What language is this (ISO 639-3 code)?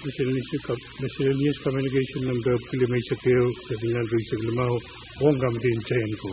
pon